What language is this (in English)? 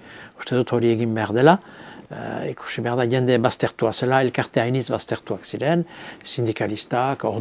Basque